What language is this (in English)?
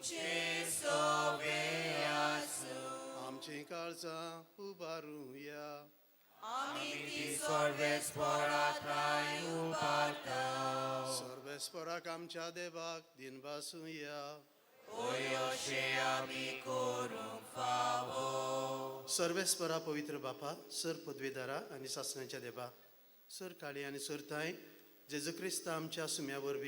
Konkani